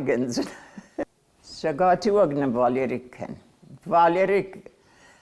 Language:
Ossetic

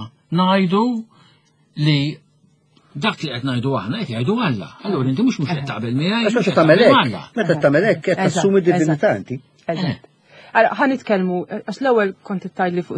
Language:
Maltese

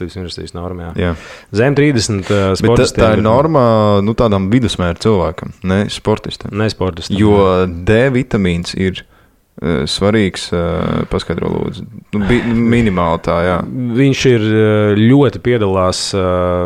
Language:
Latvian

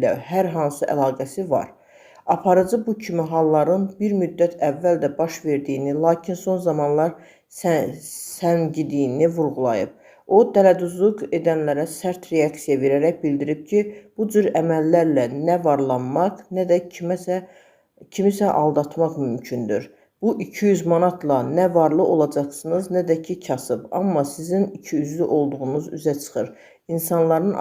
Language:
Azerbaijani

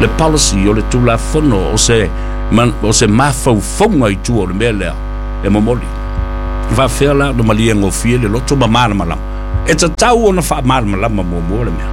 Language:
Samoan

